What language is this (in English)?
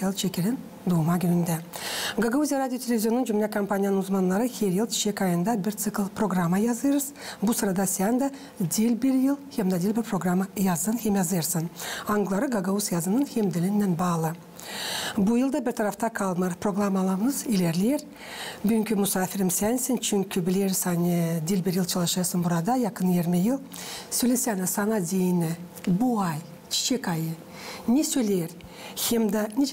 Gagauz